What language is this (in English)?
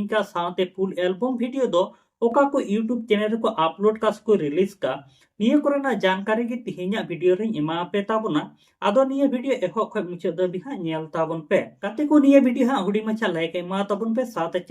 Santali